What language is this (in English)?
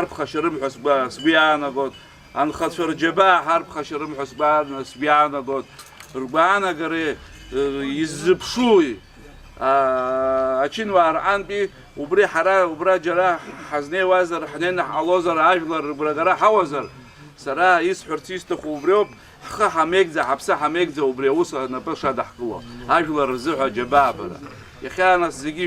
Abkhazian